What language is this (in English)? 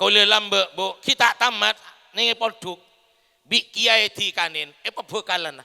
Madurese